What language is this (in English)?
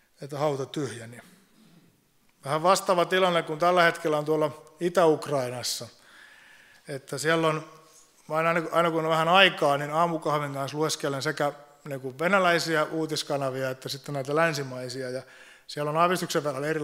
Finnish